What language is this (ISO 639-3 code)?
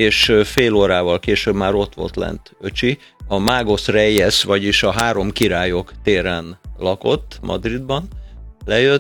hun